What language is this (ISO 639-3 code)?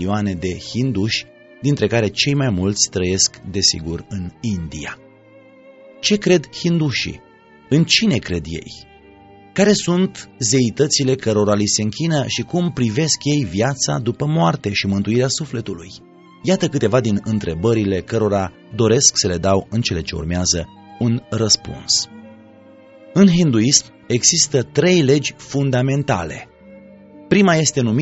ron